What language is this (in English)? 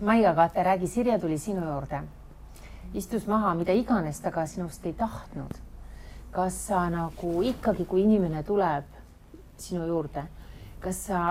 Estonian